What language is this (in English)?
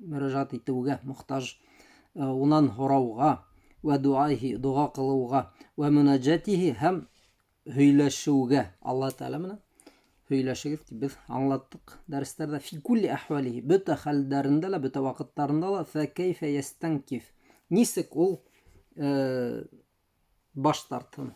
Bashkir